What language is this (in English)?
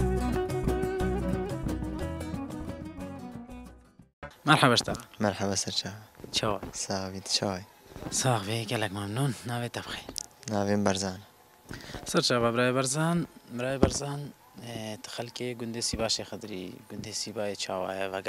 Kurdish